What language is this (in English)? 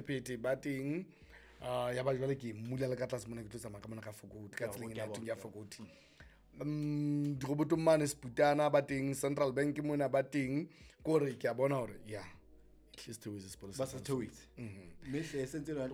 Southern Sotho